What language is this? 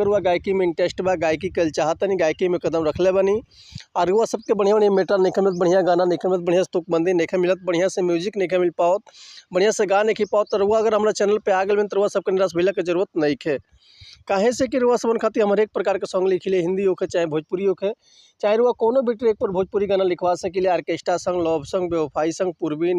Bhojpuri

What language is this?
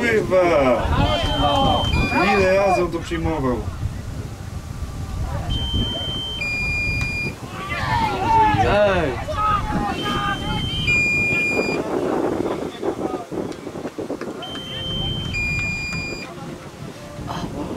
Polish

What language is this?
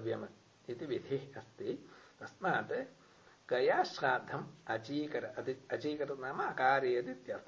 Sanskrit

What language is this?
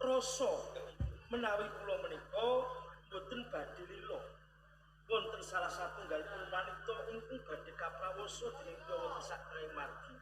Javanese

